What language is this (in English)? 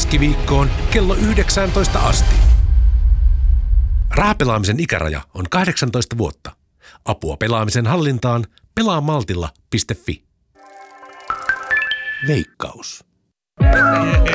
Finnish